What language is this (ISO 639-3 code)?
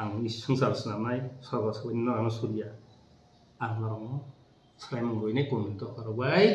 trp